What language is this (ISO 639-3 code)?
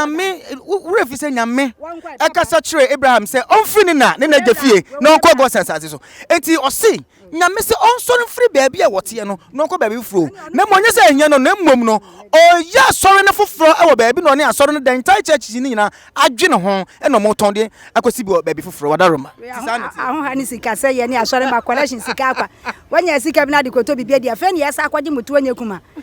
aka